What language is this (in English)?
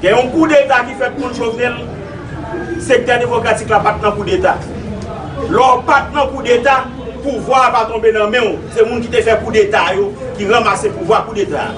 Haitian Creole